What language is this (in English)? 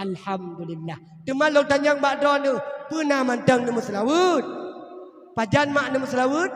Achinese